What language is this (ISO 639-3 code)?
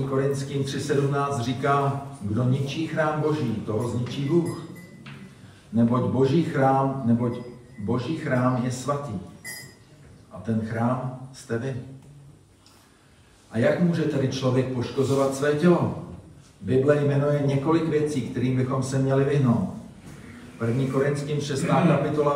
ces